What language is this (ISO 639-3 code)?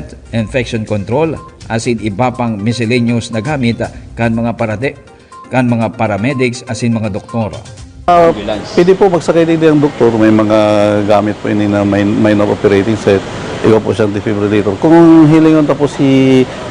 bik